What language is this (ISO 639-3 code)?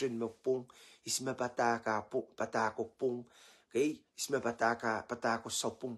pon